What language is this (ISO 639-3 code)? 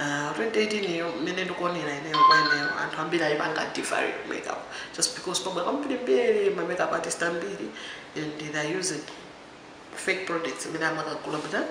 nya